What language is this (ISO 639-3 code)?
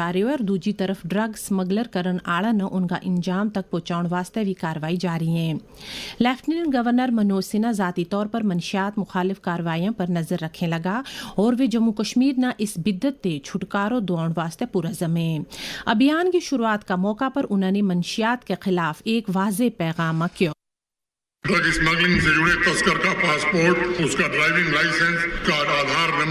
gju